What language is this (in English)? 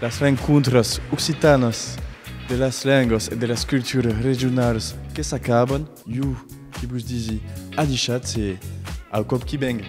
Occitan